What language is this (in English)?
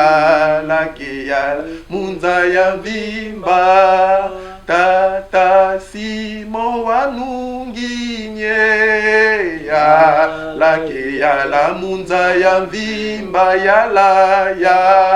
Lingala